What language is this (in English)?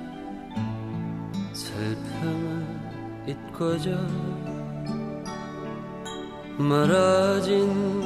Korean